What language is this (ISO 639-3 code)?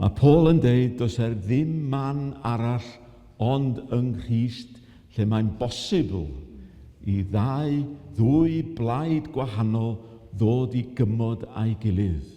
cym